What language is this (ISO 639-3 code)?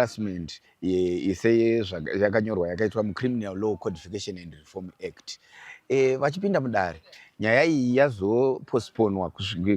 sna